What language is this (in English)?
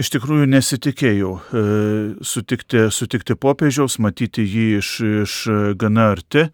Lithuanian